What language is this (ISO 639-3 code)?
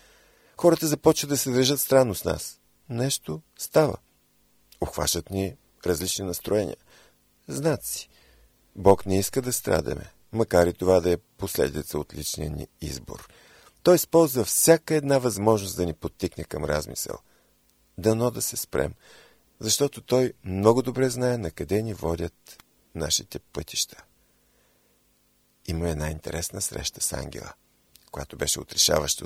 bul